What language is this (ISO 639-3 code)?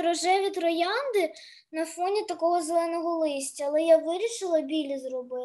ukr